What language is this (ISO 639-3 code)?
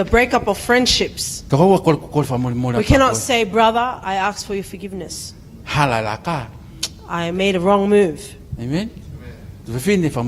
ton